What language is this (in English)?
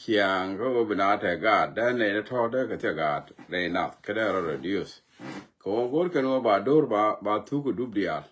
Nuer